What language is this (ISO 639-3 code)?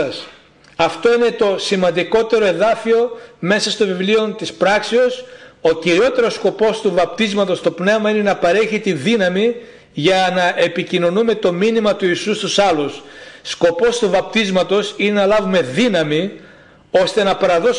ell